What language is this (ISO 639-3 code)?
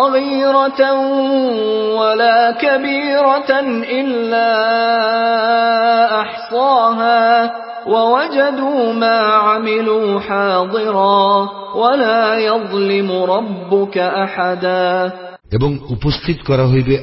ben